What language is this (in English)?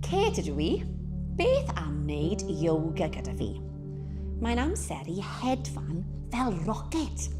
Welsh